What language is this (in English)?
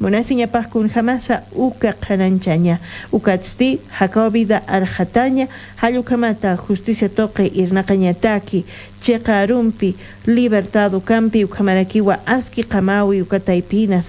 Aymara